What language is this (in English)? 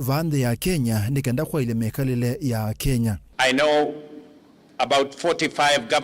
Kamba